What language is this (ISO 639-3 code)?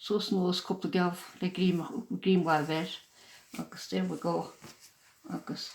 gle